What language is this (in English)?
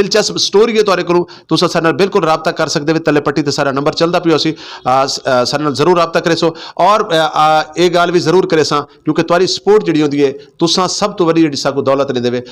Western Panjabi